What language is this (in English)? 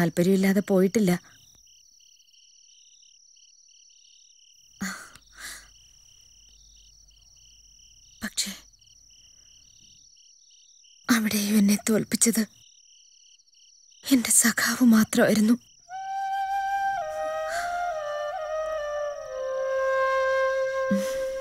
Malayalam